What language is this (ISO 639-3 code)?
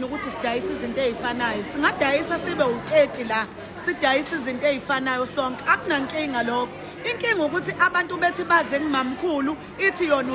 zul